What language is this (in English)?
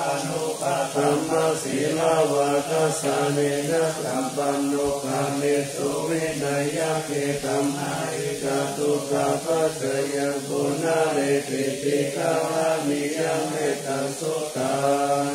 Pali